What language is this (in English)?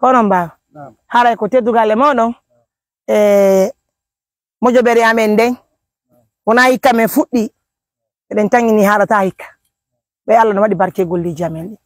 Pular